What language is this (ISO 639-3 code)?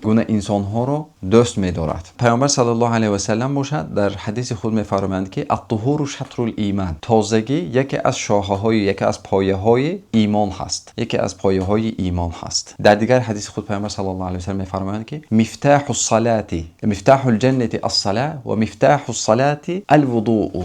tgk